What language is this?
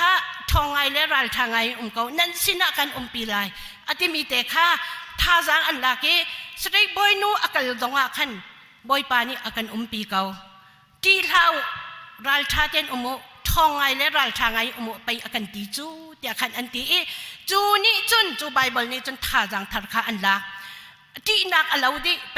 Hakha Chin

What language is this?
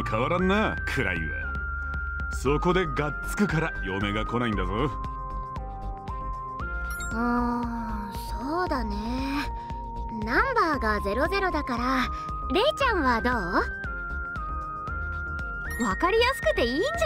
Japanese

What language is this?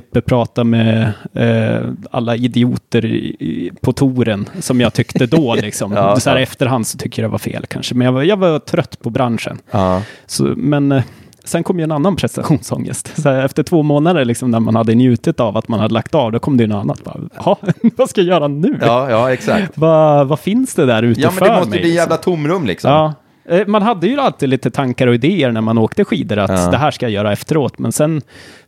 Swedish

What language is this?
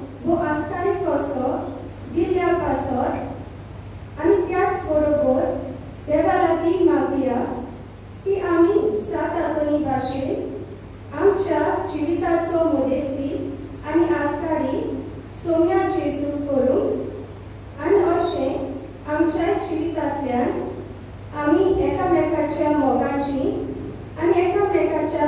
Konkani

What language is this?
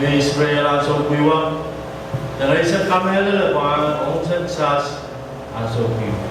Pohnpeian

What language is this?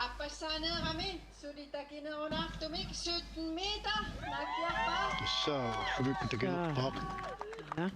Kalaallisut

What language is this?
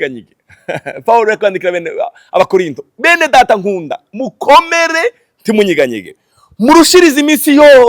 Rundi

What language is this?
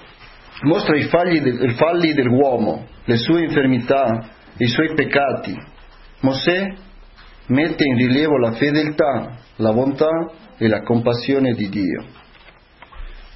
Italian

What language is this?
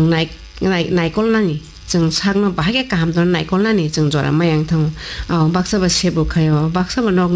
Kok Borok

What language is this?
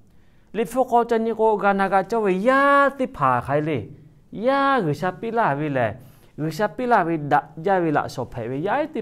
Lahu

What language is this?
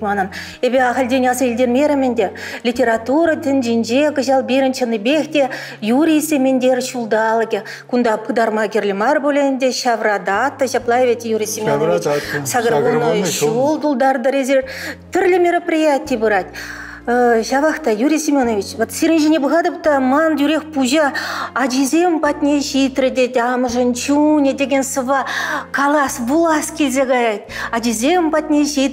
Chuvash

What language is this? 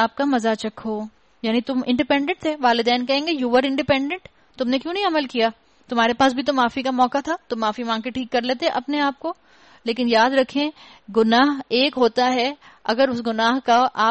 Urdu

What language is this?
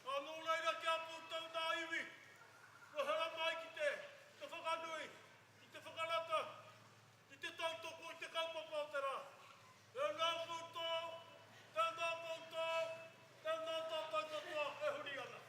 Māori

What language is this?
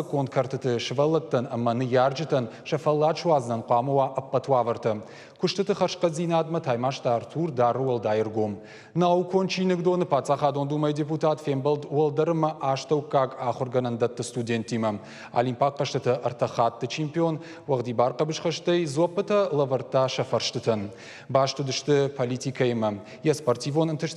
Ossetic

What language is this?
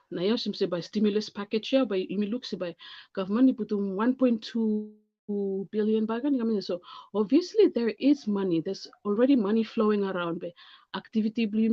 Bislama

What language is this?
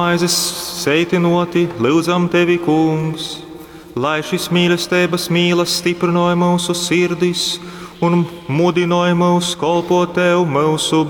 Latgalian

